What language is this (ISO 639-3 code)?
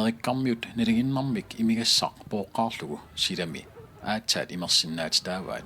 kal